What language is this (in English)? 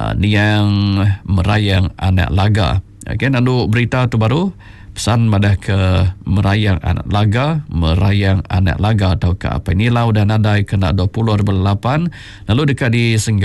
Iban